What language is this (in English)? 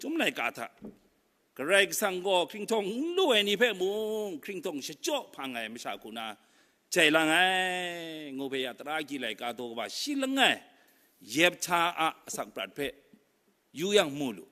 Kachin